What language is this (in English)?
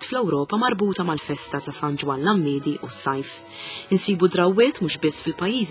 Maltese